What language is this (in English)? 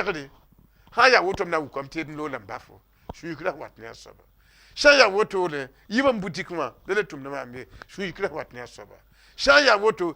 Mossi